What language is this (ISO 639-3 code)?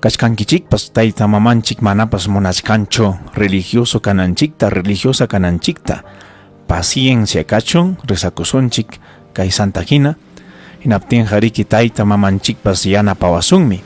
quy